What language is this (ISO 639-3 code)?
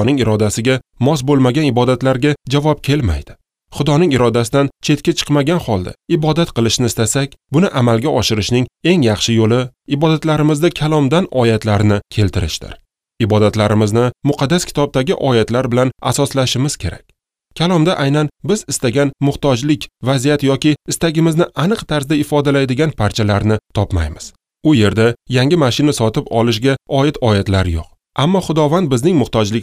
uzb